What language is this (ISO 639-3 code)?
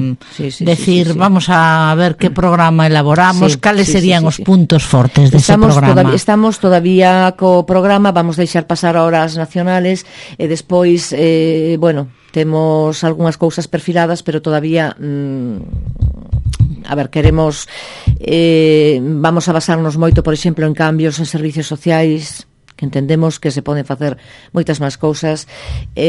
glg